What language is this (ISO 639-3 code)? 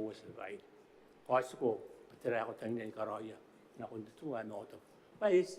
gil